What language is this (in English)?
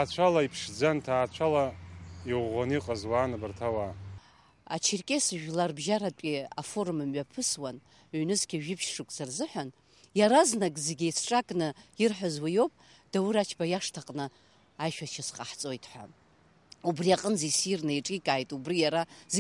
Abkhazian